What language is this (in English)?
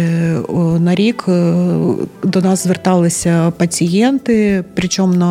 Ukrainian